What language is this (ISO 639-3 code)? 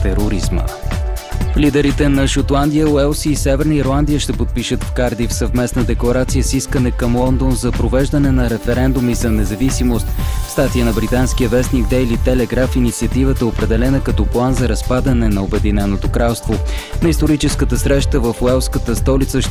bul